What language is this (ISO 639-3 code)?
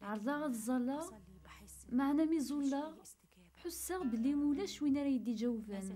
kab